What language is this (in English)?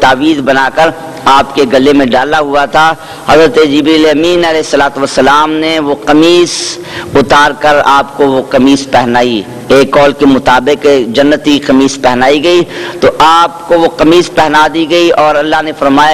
Urdu